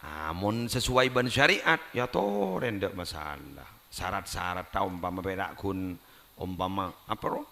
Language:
Madurese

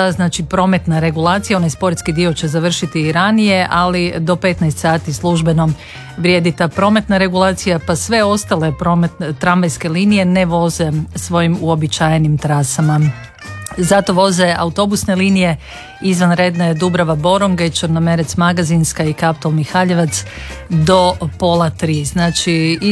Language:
Croatian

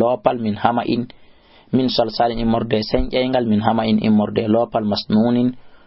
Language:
Fula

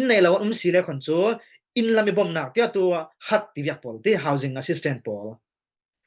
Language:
Falam Chin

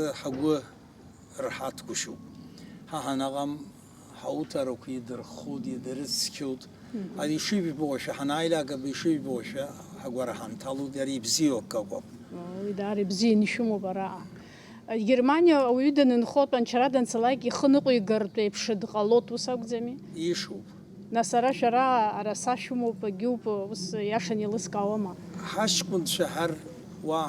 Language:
Abkhazian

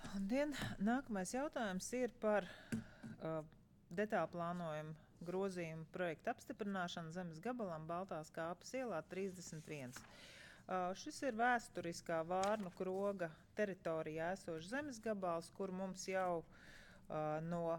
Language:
Latvian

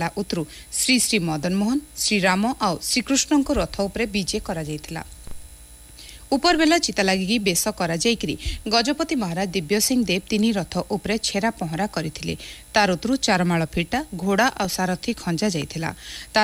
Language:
Odia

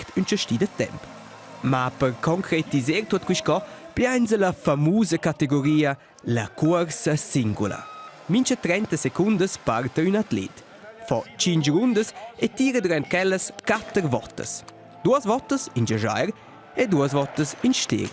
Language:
Romansh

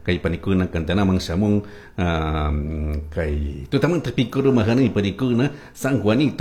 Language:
Chimborazo Highland Quichua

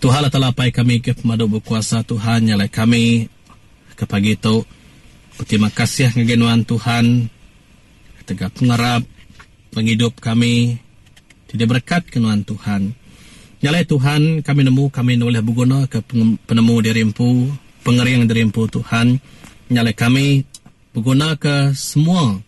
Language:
Iban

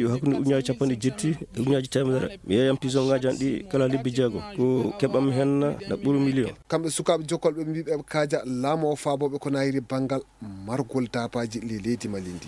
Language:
Fula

